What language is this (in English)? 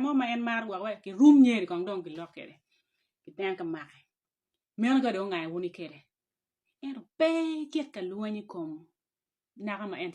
Acoli